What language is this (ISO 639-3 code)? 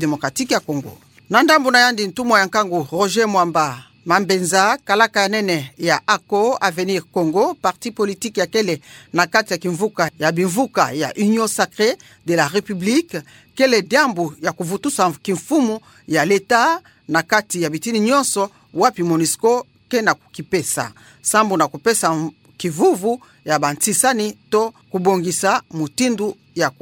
ktu